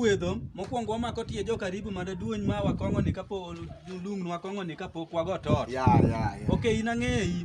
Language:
Luo (Kenya and Tanzania)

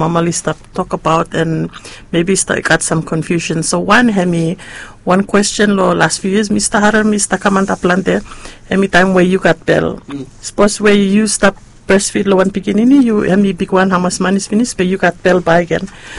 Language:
Bislama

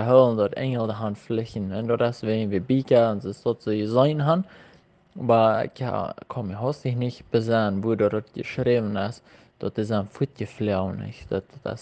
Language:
Plautdietsch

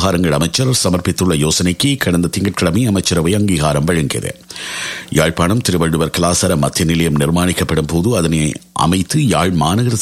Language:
Tamil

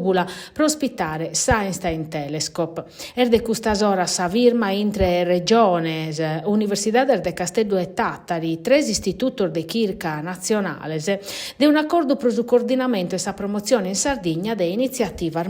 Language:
Sardinian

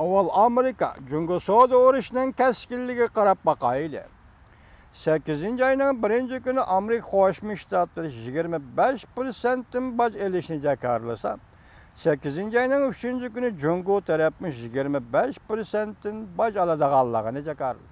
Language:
Uyghur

